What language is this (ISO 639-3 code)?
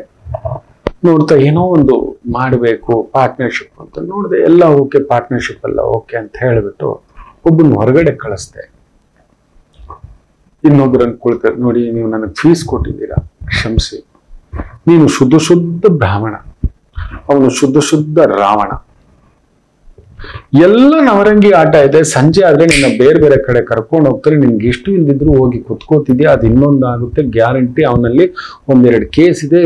kan